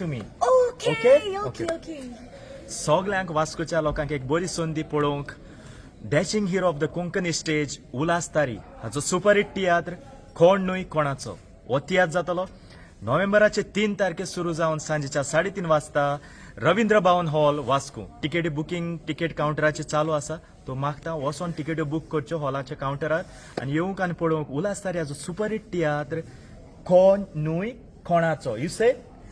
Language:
Konkani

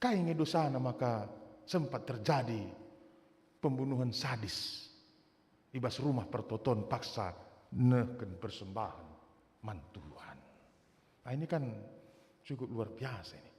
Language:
Batak Karo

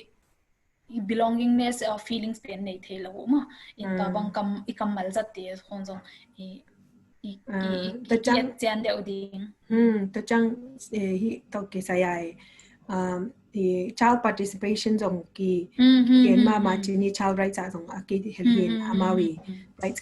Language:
Tedim Chin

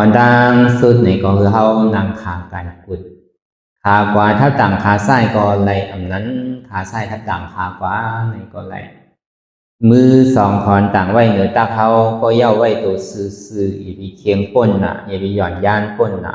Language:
Shan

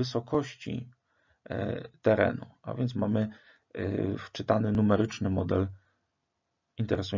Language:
Polish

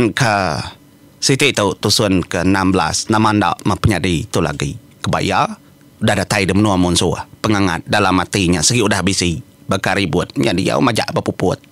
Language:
Iban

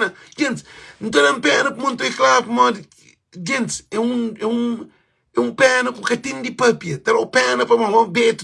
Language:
Kabuverdianu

